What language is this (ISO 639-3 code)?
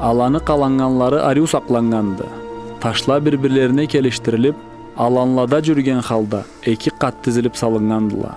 krc